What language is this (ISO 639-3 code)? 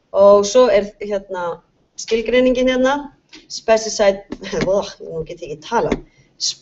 isl